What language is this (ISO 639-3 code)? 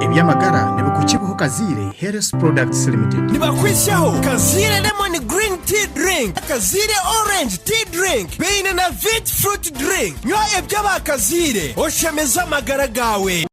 nyn